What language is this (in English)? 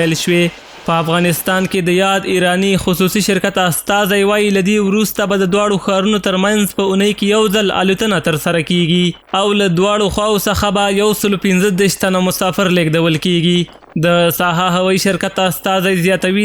Pashto